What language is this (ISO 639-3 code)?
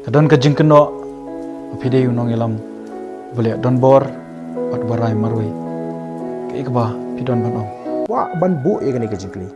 kha